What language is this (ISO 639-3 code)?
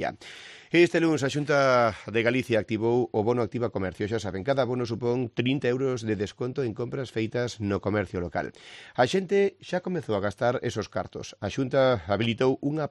glg